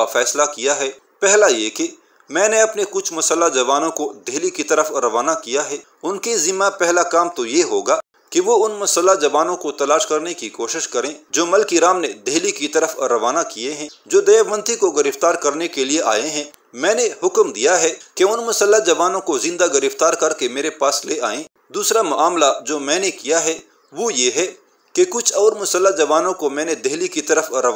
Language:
Urdu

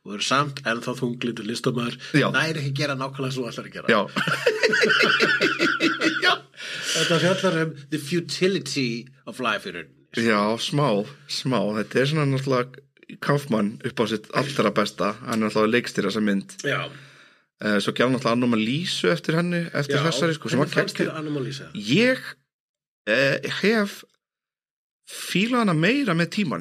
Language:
Icelandic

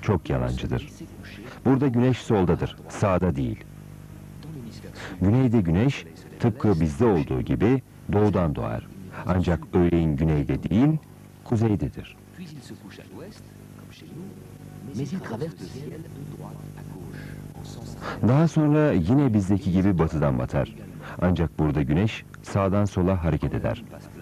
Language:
Turkish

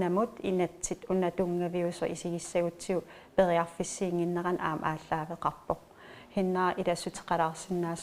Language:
Kalaallisut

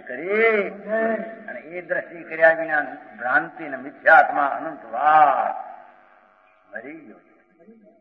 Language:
Gujarati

